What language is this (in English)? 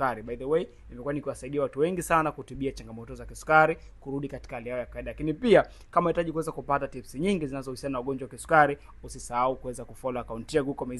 Swahili